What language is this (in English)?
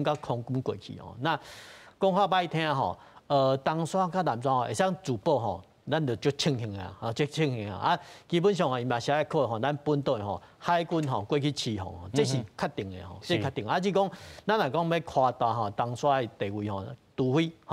Min Nan Chinese